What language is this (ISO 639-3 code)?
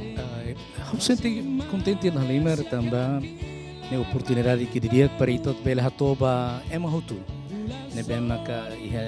tet